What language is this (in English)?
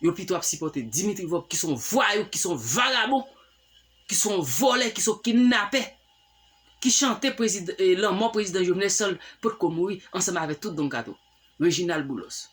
Haitian Creole